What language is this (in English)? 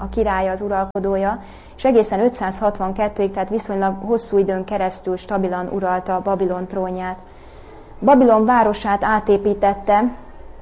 Hungarian